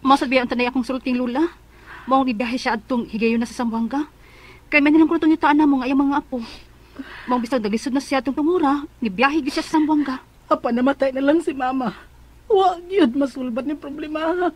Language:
Cebuano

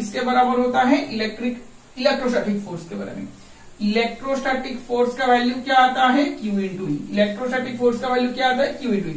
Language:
Hindi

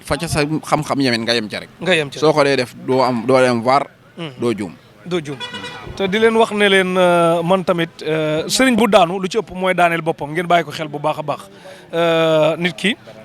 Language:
Wolof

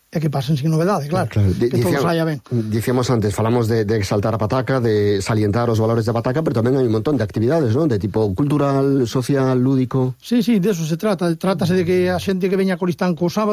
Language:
Galician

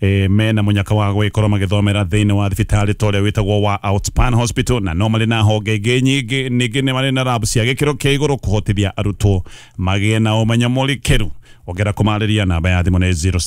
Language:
Kikuyu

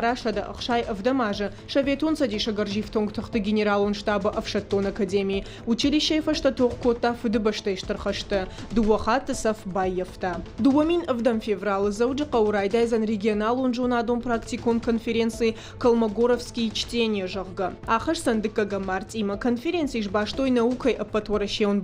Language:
Ossetic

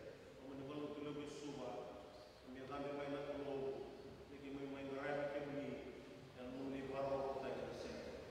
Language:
Fijian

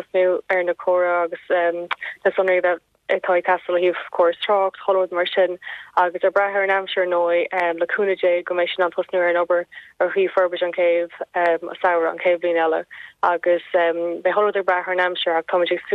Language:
Irish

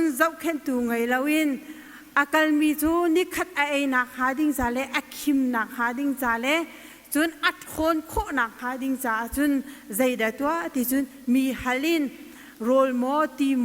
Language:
Hakha Chin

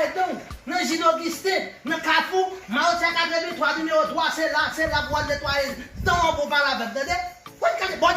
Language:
Haitian Creole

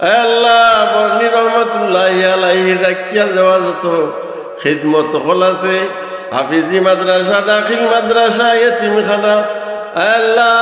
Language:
Sylheti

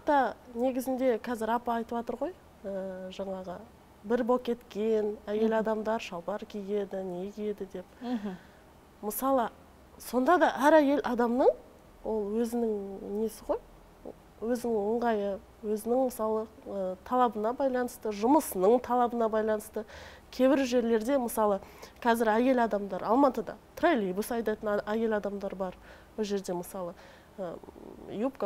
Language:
Kazakh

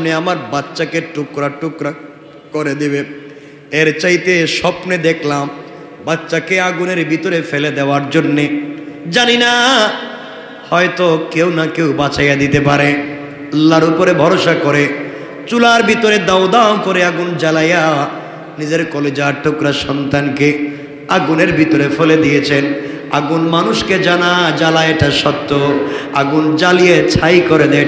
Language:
Bangla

